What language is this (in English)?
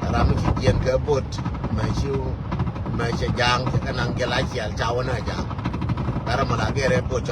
Nuer